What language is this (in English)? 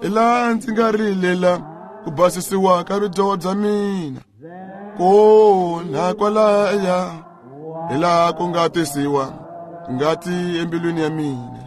Tsonga